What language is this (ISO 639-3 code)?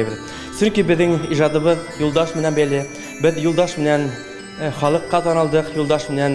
bak